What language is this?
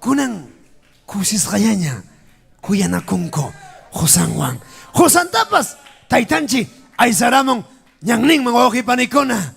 Ayacucho Quechua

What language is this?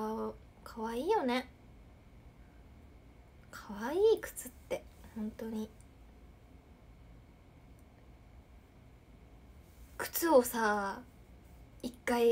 Japanese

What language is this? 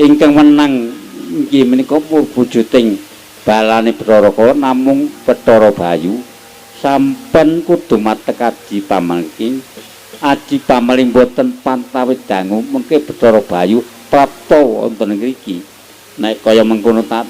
Javanese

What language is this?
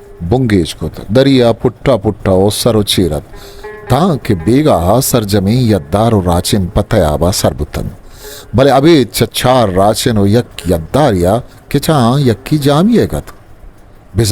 Eastern Balochi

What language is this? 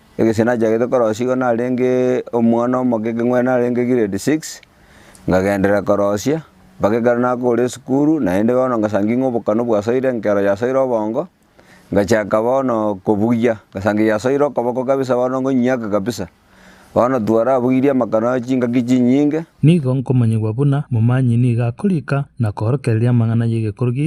Gusii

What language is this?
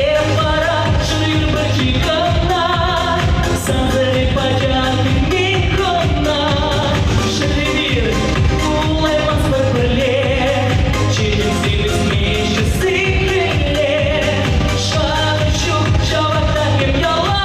Chuvash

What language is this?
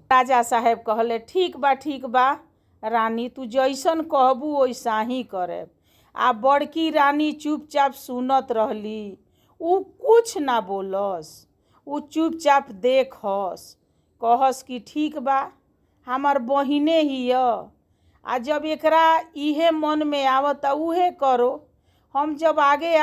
Bhojpuri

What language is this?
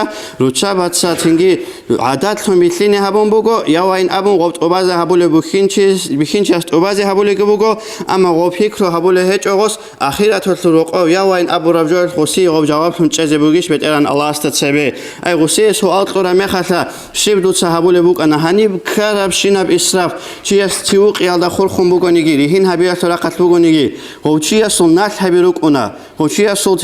Avaric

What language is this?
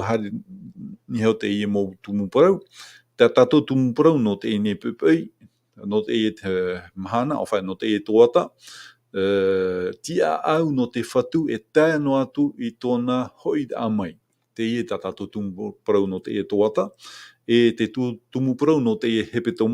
Tahitian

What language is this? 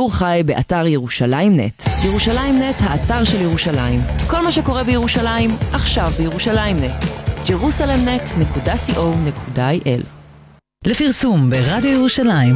Hebrew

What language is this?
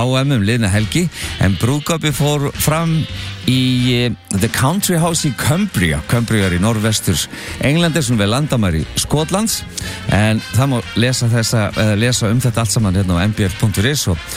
Icelandic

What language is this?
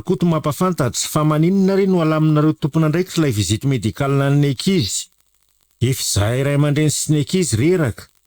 Malagasy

